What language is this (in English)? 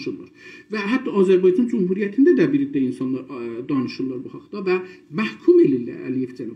South Azerbaijani